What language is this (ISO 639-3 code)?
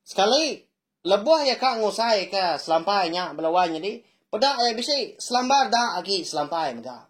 iba